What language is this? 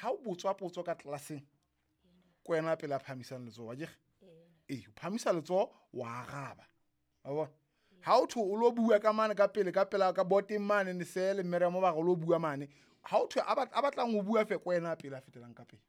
Southern Sotho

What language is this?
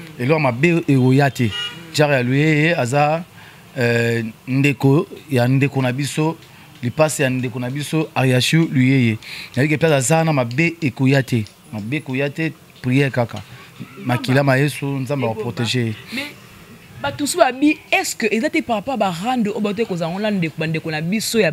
Lingala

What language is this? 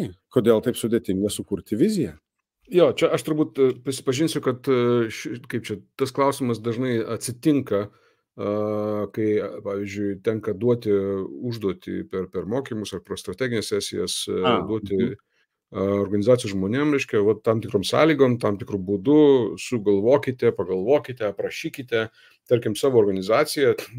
Lithuanian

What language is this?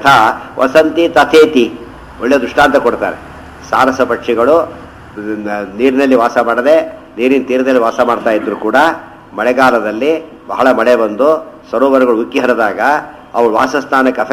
Kannada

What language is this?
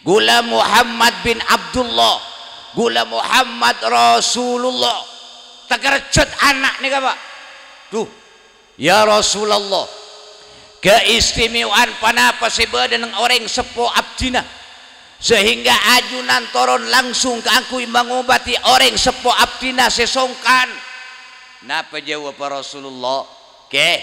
Madurese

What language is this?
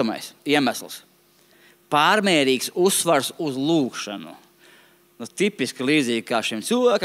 Latvian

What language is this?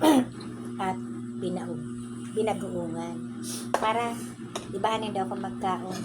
Bikol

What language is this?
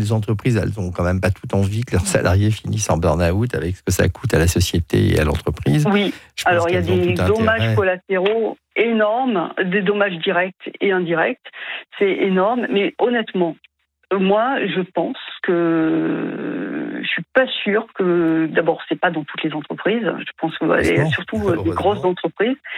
French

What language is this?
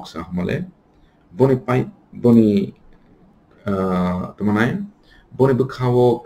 Kok Borok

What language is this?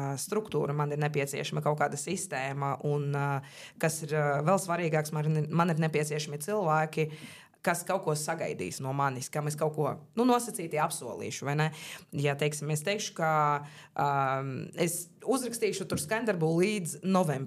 Latvian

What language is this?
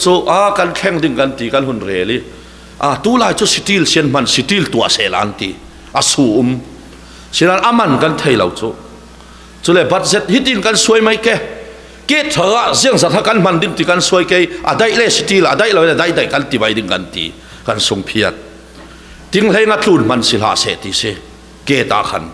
Falam Chin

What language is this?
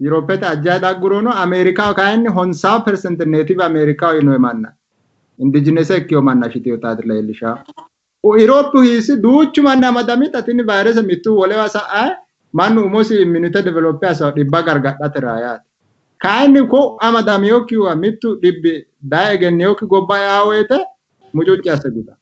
Sidamo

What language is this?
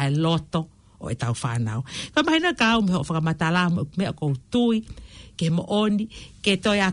Tongan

